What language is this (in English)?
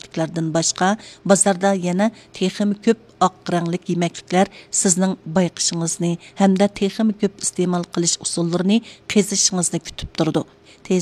Uyghur